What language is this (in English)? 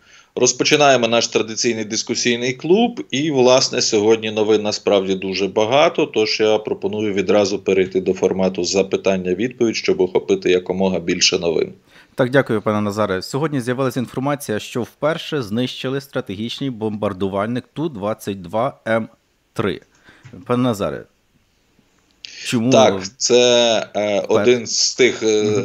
Ukrainian